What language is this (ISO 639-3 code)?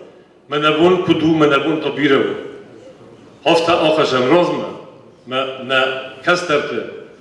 oss